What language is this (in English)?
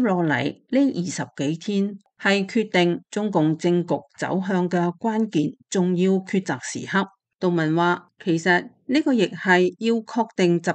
Cantonese